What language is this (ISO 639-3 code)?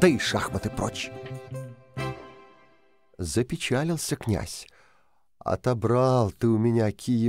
rus